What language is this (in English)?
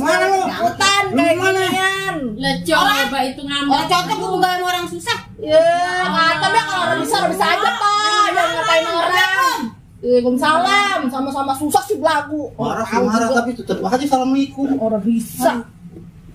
Betawi